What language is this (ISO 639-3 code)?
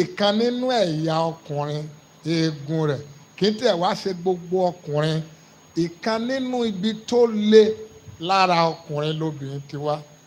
yor